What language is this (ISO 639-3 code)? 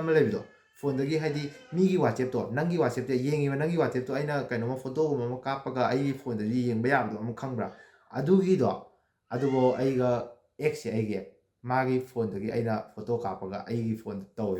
mni